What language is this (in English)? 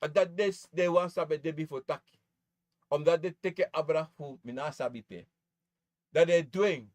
Sranan Tongo